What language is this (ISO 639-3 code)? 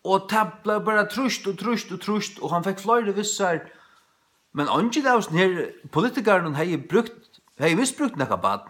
fao